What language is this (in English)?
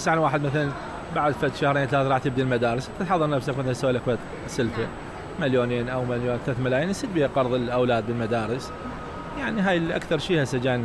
Mesopotamian Arabic